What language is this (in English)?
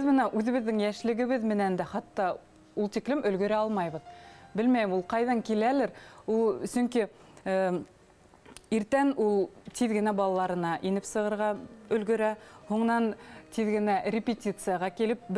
Bashkir